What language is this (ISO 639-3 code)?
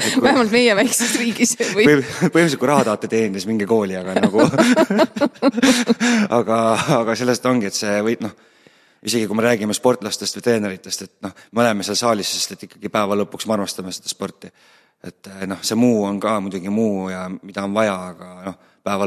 est